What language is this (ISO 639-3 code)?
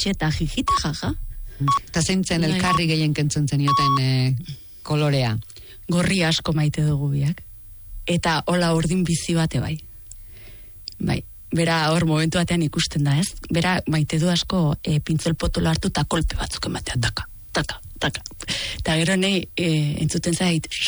eus